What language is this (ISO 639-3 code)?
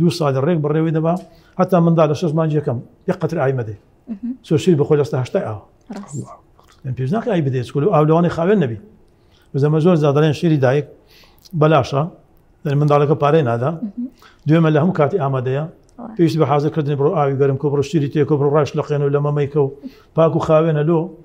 ckb